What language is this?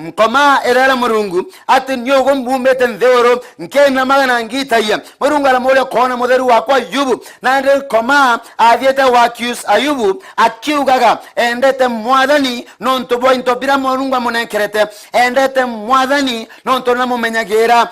Meru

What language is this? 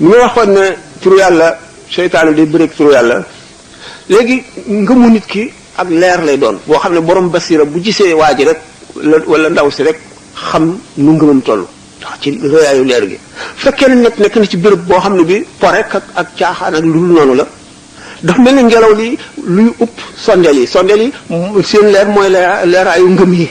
Wolof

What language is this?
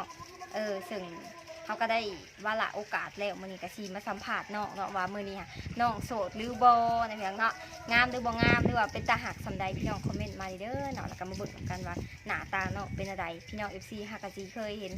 Lao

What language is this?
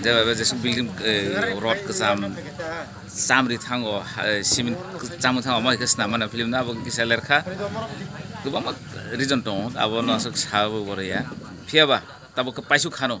Kok Borok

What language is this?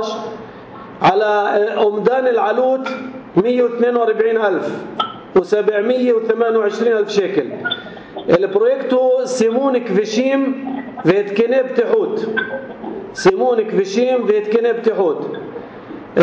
North Levantine Arabic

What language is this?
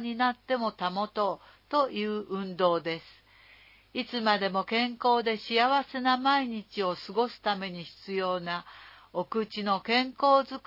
Japanese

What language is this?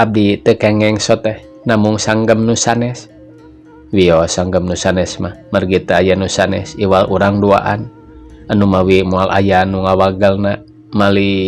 Sundanese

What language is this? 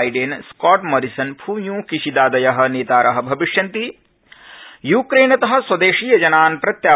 Sanskrit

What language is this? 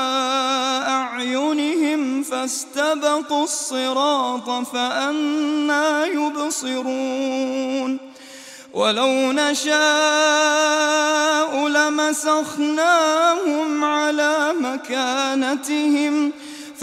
Arabic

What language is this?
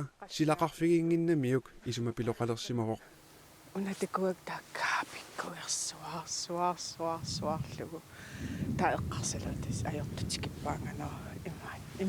Kalaallisut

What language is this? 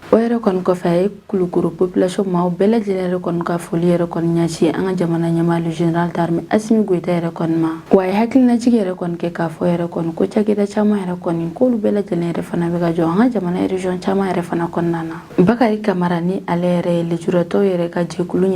Bambara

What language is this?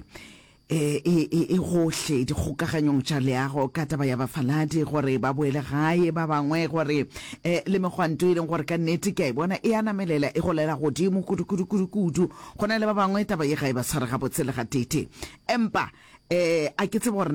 Northern Sotho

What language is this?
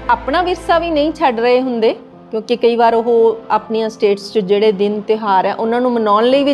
Punjabi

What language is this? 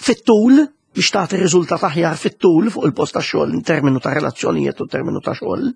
Maltese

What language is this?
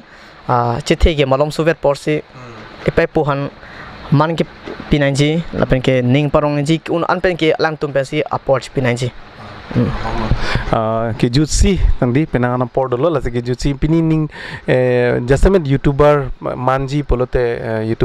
Karbi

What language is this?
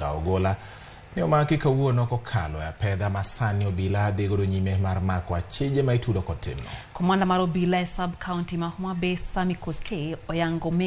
Luo (Kenya and Tanzania)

